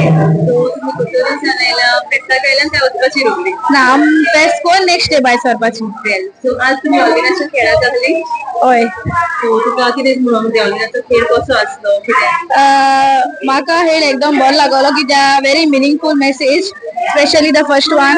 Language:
Konkani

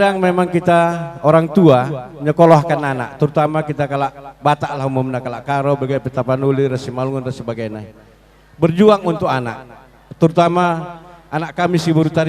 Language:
Batak Karo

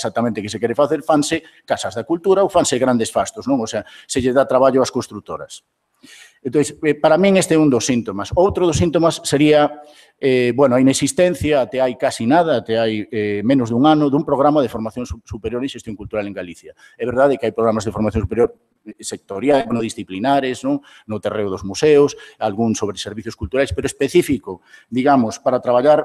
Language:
Galician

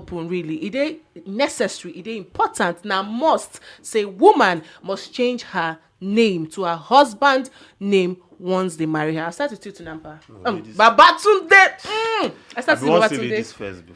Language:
Nigerian Pidgin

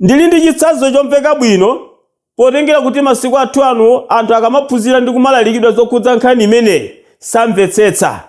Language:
Nyanja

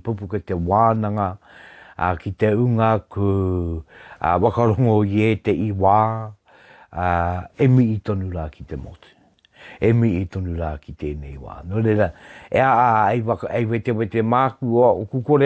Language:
Māori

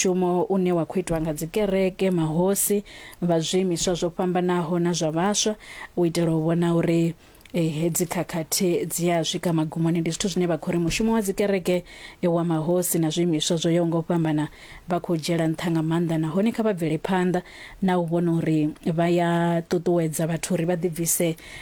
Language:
Venda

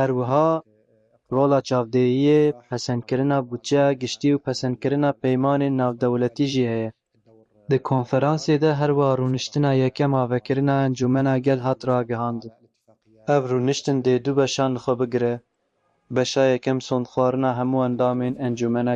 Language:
Kurdish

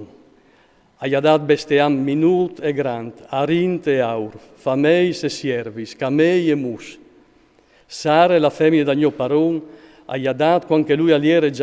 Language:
Friulian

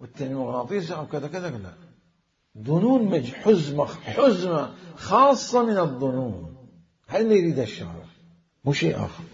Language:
Mesopotamian Arabic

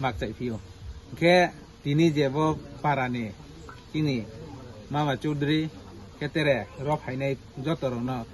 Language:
Kok Borok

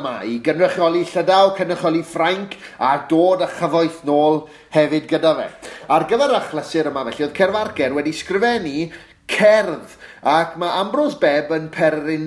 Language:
Welsh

